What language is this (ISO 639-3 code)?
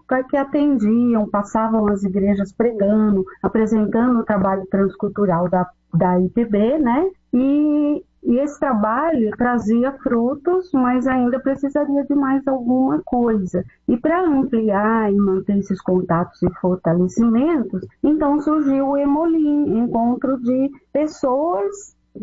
por